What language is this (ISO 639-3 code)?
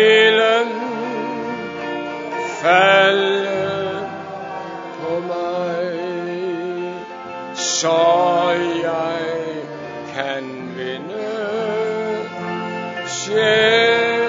dan